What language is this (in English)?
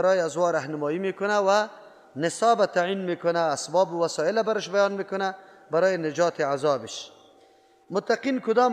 Persian